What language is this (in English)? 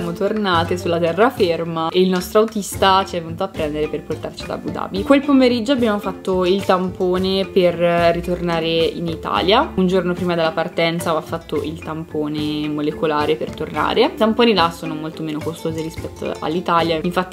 Italian